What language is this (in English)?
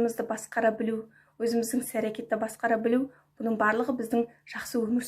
Kazakh